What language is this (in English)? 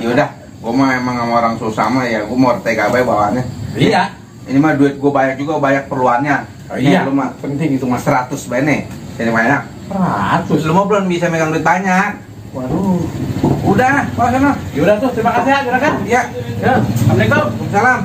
Betawi